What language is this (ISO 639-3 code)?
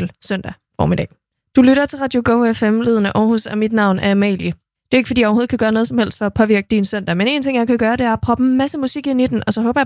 dan